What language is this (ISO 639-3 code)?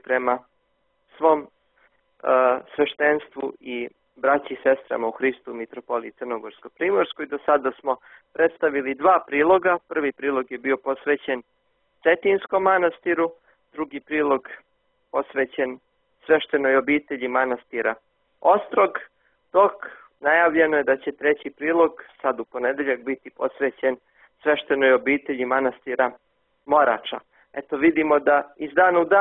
srp